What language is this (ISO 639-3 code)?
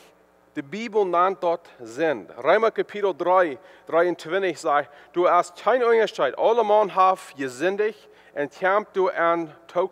pdt